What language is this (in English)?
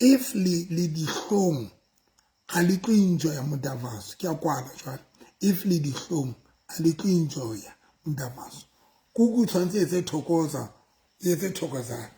Southern Sotho